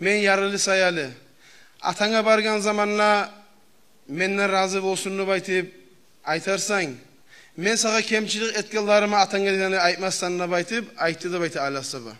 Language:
Kumyk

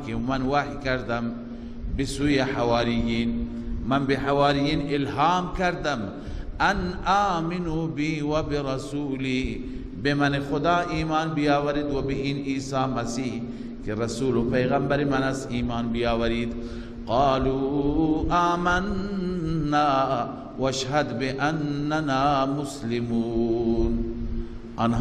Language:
Persian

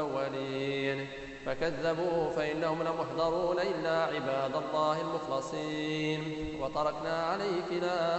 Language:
Arabic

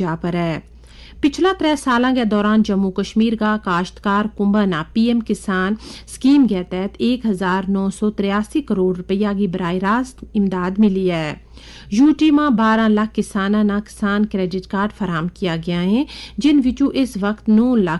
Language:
Gujari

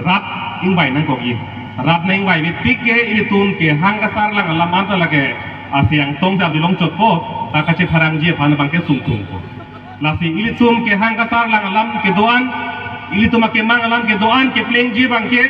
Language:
Karbi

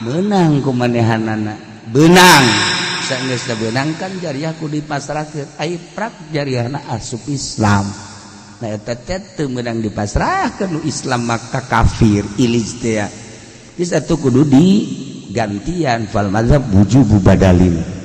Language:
Sundanese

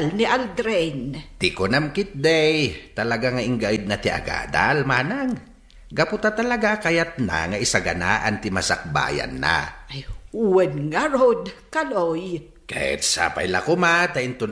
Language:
Iloko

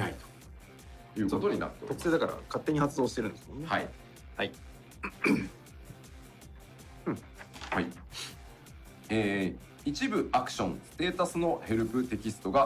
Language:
Japanese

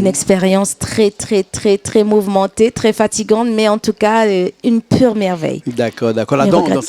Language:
Réunion Creole French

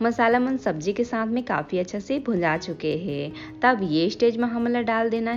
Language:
Chhattisgarhi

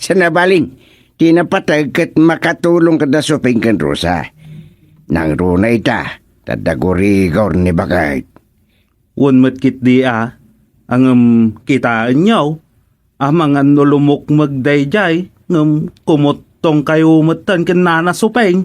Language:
Iloko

